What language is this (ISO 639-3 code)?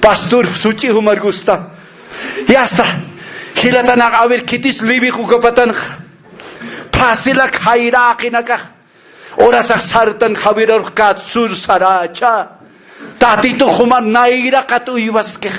aym